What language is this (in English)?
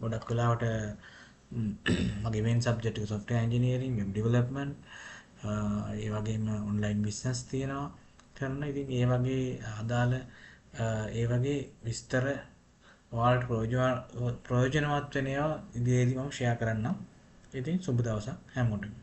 Sinhala